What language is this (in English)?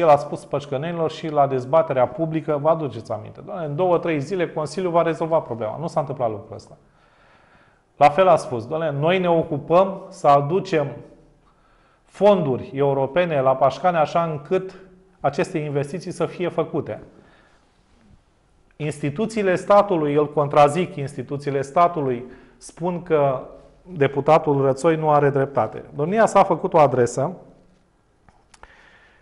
Romanian